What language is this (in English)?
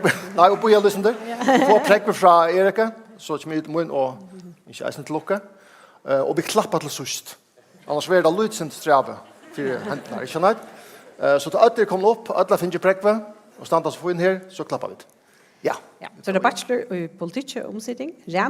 Faroese